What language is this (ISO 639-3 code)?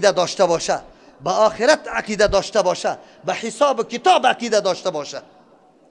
fas